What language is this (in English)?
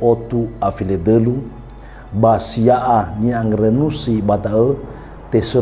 Nias